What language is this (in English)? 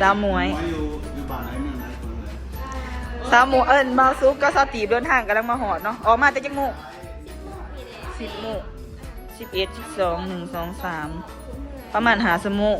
Lao